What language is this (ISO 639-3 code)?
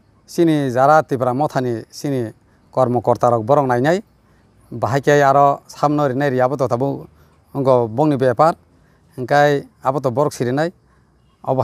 trp